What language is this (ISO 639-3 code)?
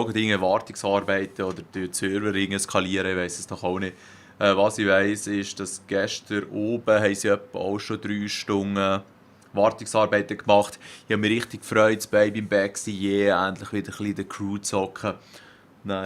gsw